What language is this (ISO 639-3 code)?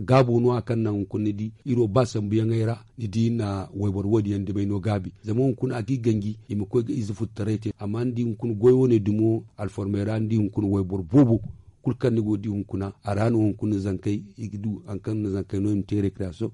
dje